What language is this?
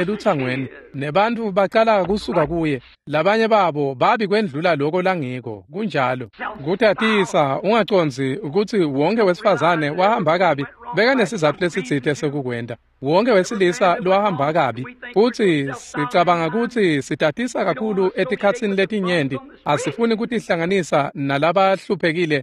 Swati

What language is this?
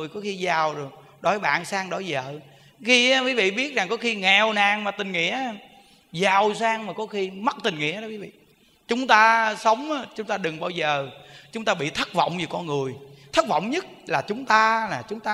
Vietnamese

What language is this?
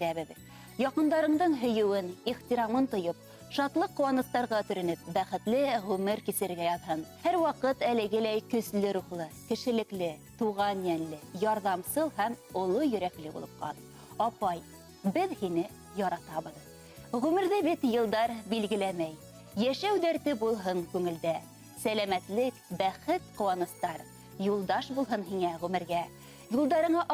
Bashkir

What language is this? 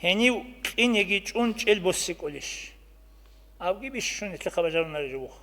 Avaric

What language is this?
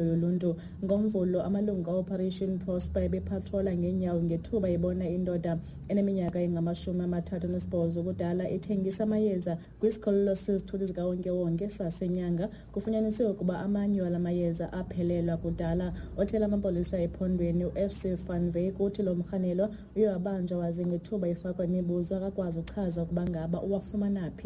Xhosa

